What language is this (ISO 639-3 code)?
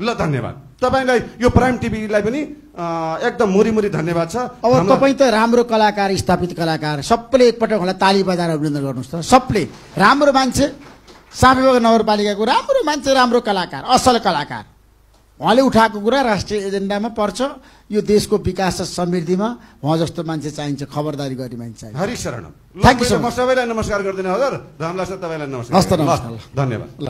nep